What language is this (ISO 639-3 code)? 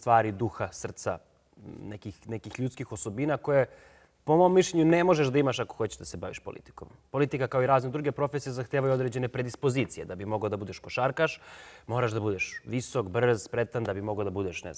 srp